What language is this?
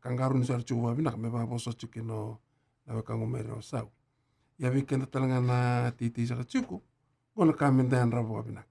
Fijian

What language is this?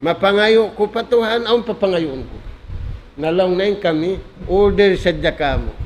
Tausug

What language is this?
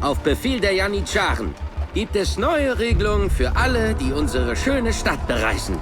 Bavarian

